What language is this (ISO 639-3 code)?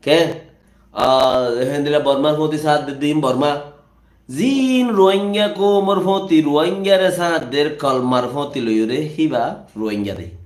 rhg